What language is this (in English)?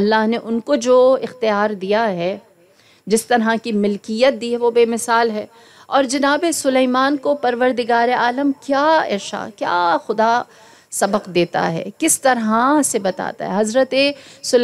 Urdu